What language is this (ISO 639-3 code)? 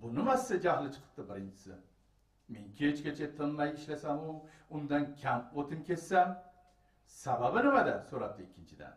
uzb